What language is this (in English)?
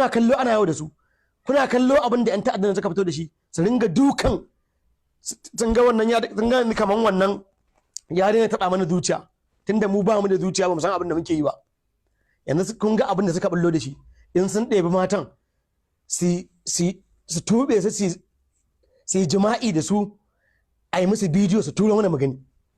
Hausa